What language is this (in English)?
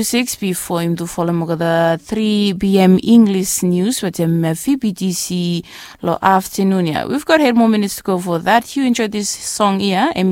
Bislama